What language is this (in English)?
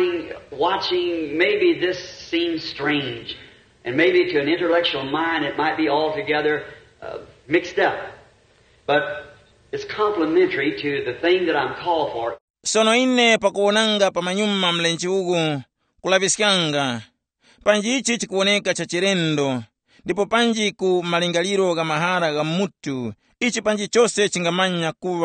Tumbuka